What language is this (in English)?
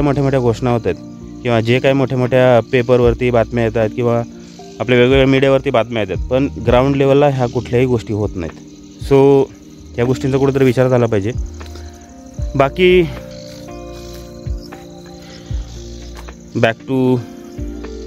Marathi